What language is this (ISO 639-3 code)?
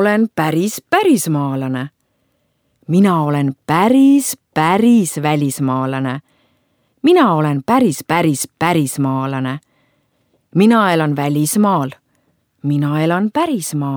est